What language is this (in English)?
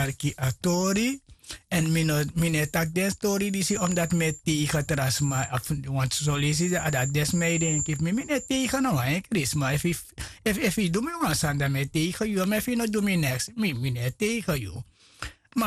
Sranan Tongo